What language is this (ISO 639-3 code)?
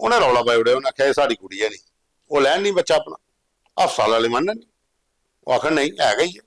doi